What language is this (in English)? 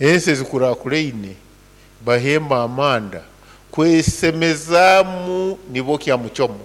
Nyoro